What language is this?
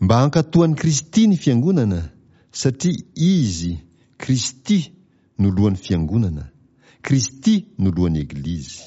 Malagasy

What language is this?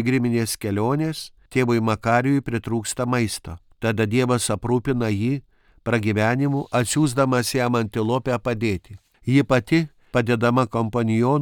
Lithuanian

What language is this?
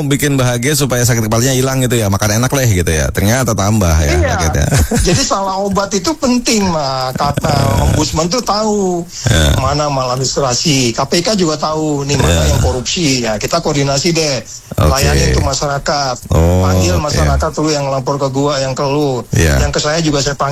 Indonesian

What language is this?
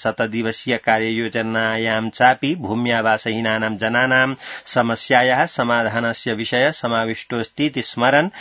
Sanskrit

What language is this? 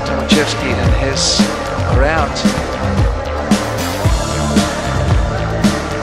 English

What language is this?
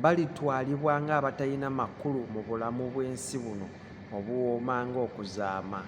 Ganda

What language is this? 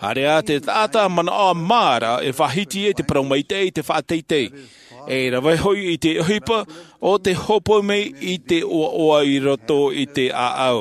Tahitian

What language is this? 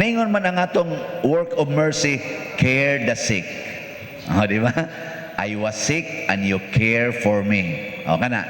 Cebuano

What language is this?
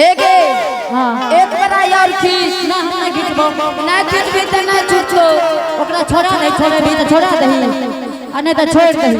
Angika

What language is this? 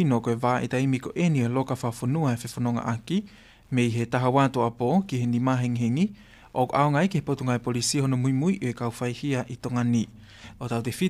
Tongan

